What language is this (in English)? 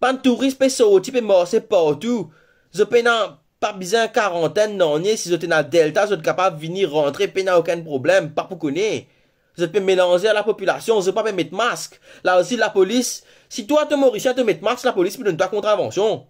Morisyen